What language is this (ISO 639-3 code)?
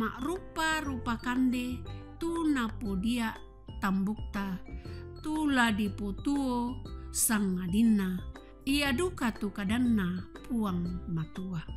sda